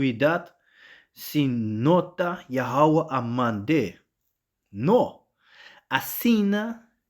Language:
Papiamento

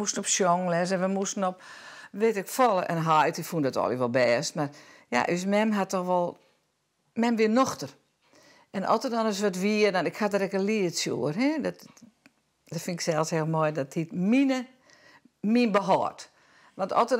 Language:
Western Frisian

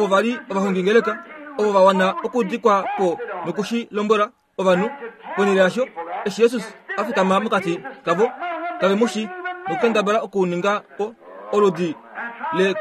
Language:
Kuanyama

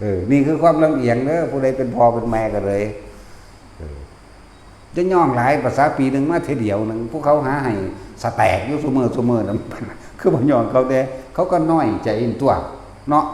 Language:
Northeastern Thai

